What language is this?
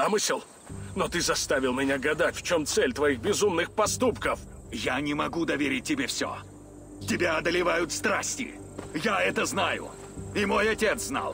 Russian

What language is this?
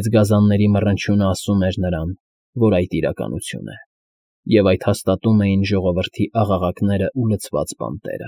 Armenian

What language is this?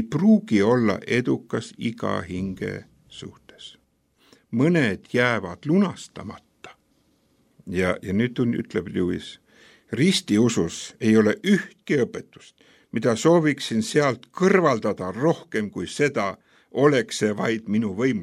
Estonian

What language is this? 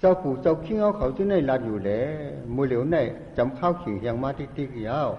Shan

